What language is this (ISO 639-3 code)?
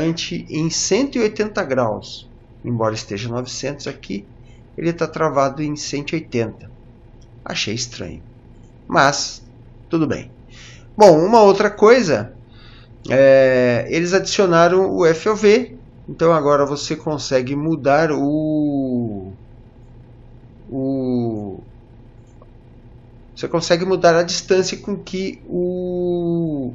por